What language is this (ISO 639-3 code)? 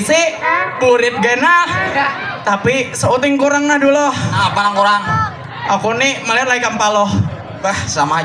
bjn